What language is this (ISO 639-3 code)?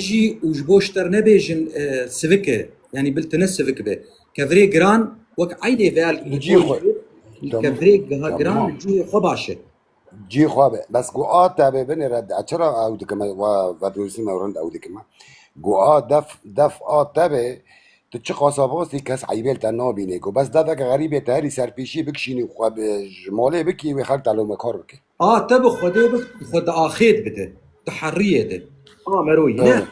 kur